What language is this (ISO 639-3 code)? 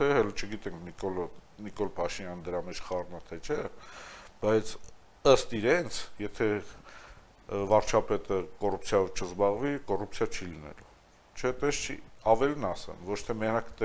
hye